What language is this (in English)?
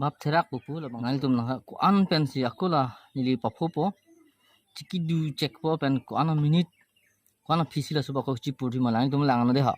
Karbi